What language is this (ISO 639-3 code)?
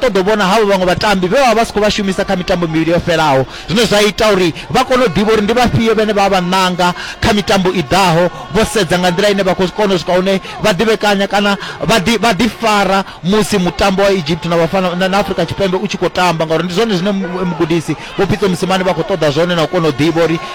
ven